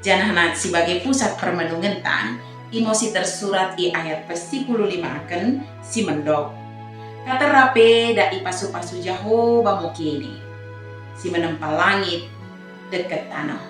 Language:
Batak Dairi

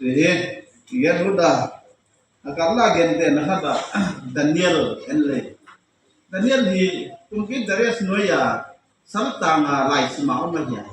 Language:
Tedim Chin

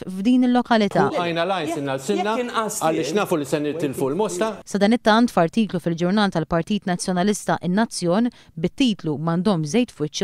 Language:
Maltese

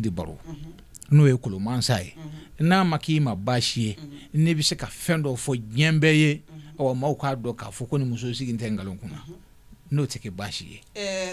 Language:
Bambara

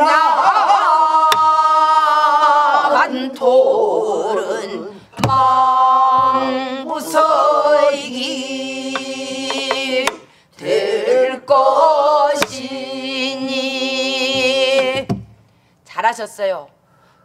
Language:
Korean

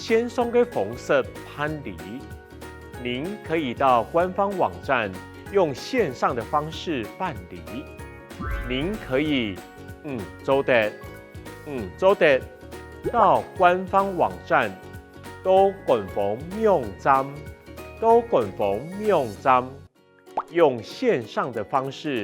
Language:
Hakka Chinese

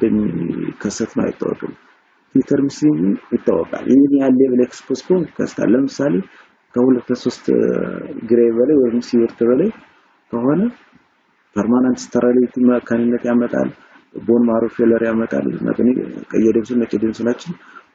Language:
Amharic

